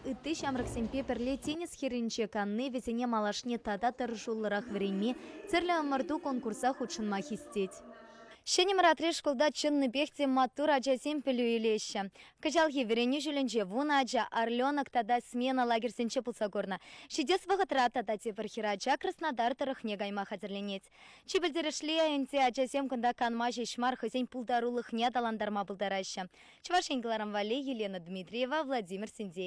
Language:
Chuvash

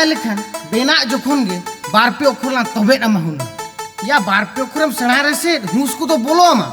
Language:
Santali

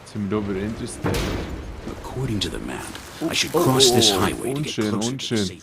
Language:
Swiss German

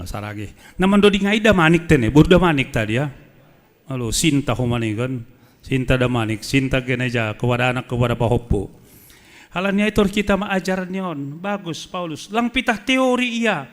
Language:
Batak Simalungun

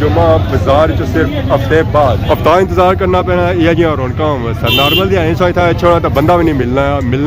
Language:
Pahari-Potwari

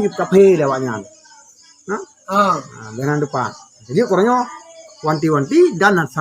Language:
Achinese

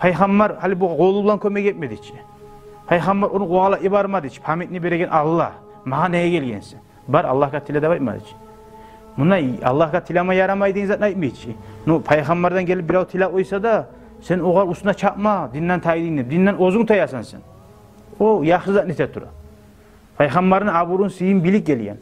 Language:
Kumyk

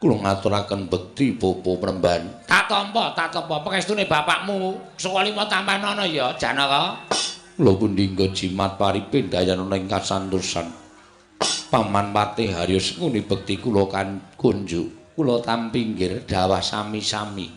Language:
Javanese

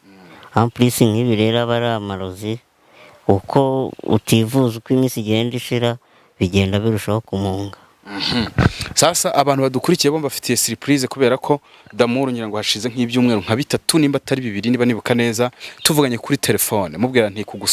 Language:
Kinyarwanda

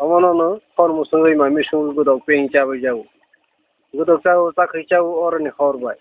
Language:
Kok Borok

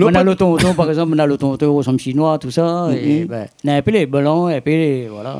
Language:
Réunion Creole French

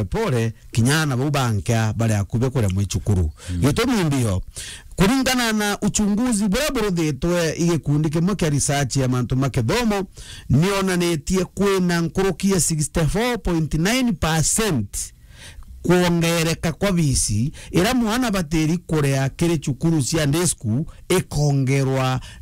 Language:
Meru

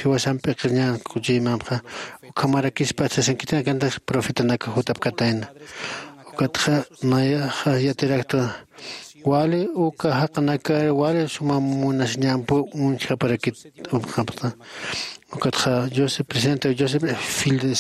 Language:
Aymara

